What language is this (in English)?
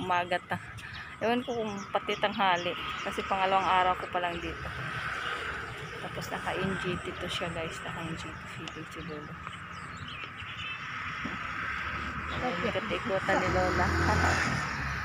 Filipino